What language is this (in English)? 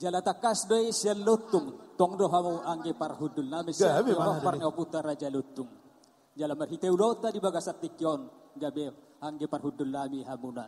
Batak Toba